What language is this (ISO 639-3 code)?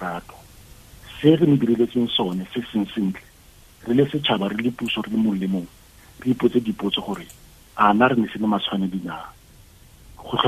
tsn